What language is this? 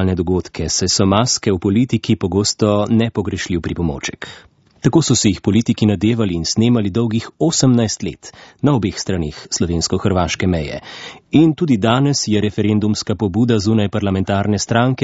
Slovenian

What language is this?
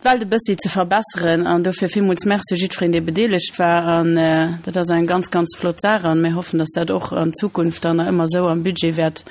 Luxembourgish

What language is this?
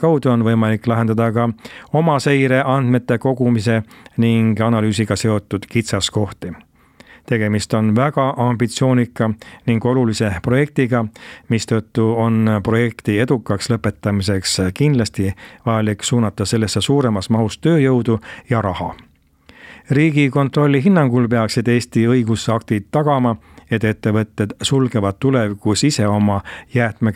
Estonian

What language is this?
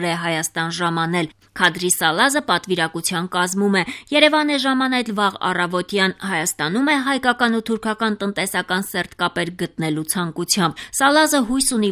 Armenian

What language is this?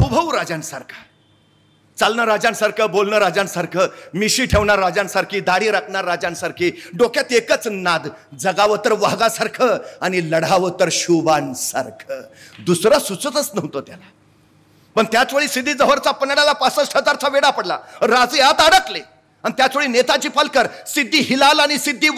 Marathi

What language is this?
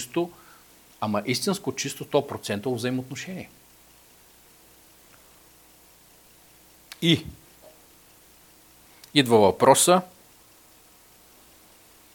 Bulgarian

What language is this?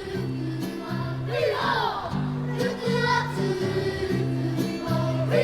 Māori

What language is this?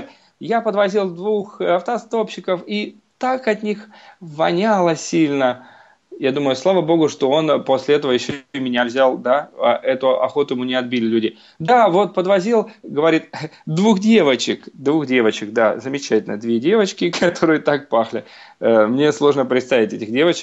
Russian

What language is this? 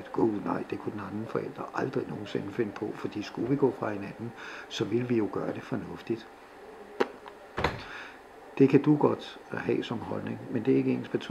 Danish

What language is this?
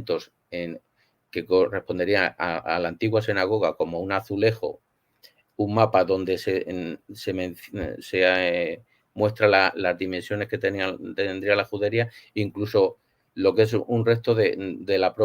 Ladino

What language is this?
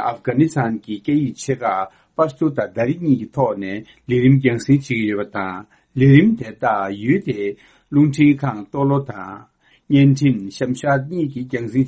Tibetan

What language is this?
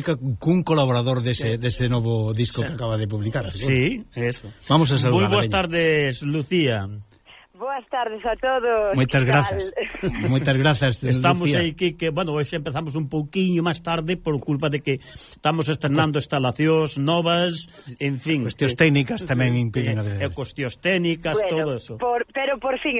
Galician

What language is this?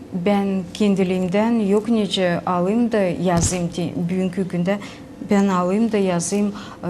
Gagauz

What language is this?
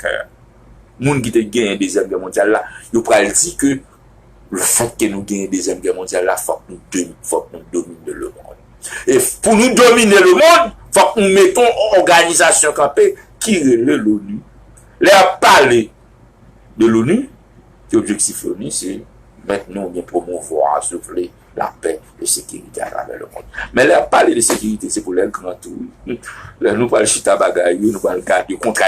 Haitian Creole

